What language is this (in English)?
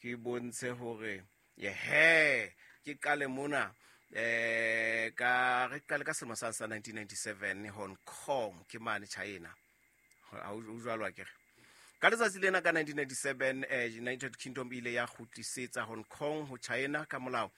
Southern Sotho